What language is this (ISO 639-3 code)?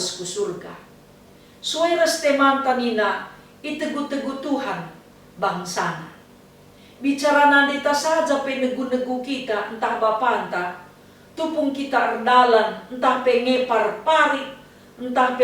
btx